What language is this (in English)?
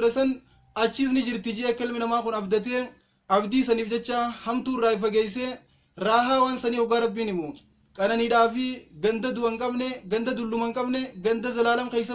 Oromo